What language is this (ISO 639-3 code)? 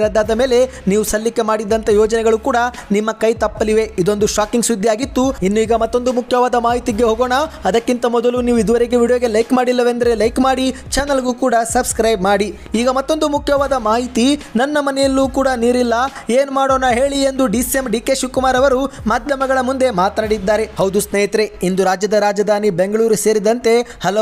kan